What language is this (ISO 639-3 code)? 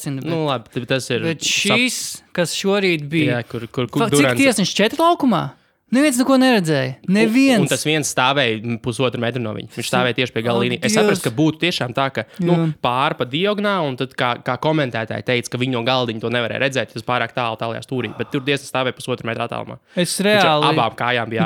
lav